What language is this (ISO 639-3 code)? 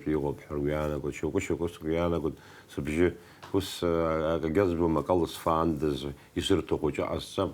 abk